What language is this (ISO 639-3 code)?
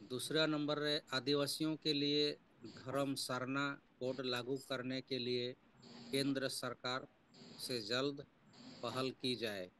sat